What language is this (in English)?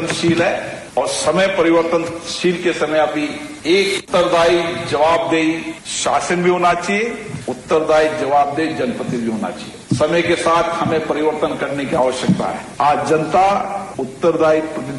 Odia